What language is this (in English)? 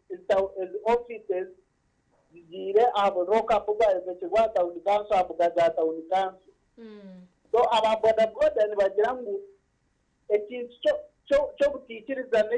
Nyankole